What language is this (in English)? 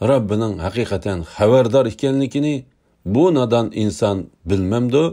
Uyghur